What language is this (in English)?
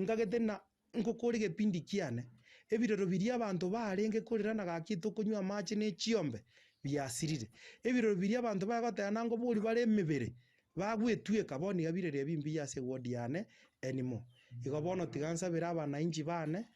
Gusii